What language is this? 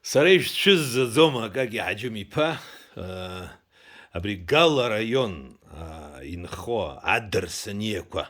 Abkhazian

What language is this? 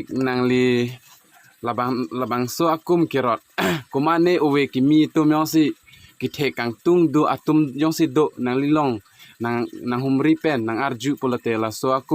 Karbi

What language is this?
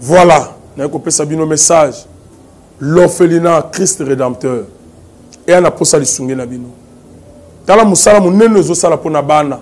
Lingala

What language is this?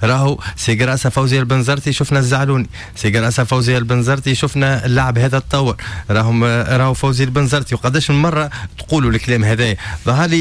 Tunisian Arabic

